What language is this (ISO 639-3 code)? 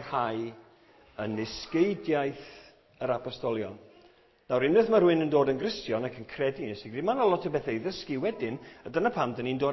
cym